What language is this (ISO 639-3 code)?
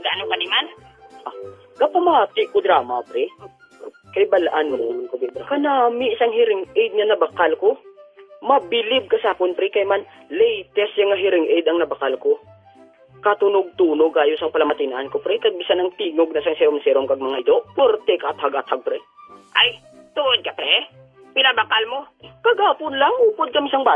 hil